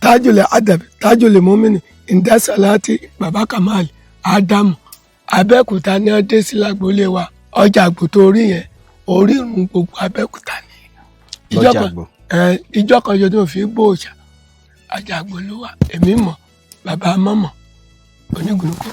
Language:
Yoruba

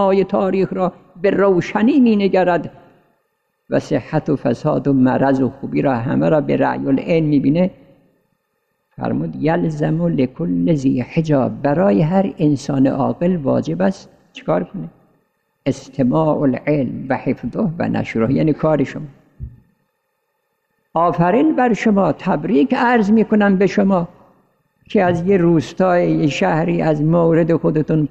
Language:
Persian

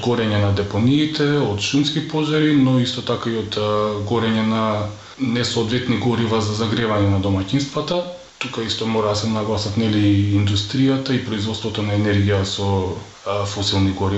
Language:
Macedonian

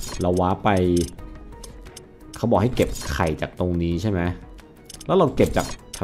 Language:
Thai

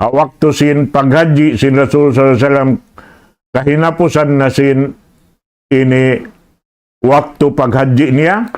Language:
Tausug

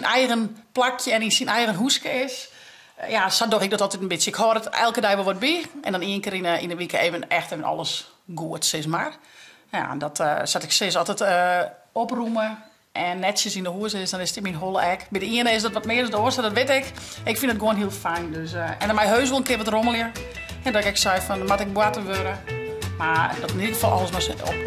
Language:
Western Frisian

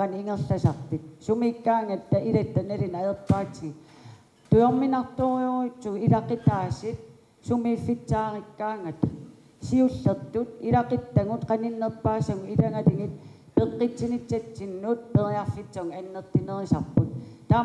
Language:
Kalaallisut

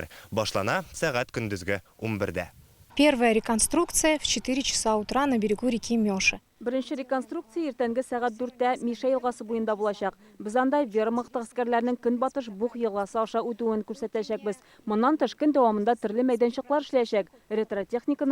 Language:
Tatar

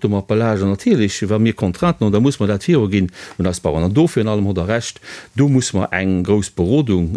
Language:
Luxembourgish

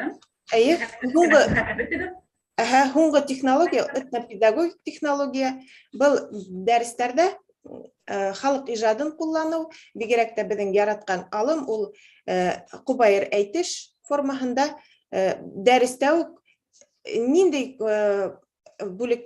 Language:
Bashkir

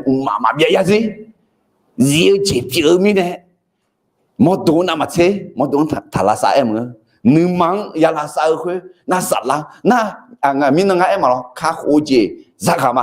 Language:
Akha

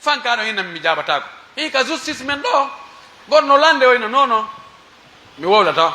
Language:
Pular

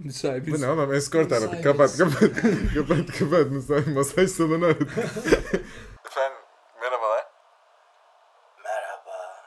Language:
Turkish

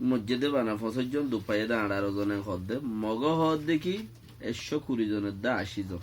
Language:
Rohingya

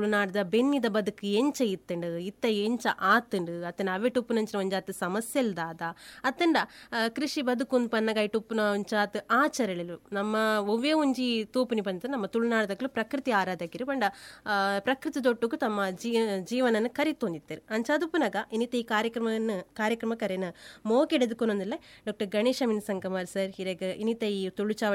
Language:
Tulu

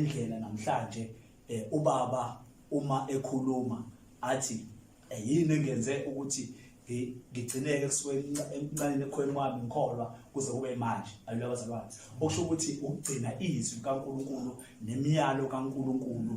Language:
Zulu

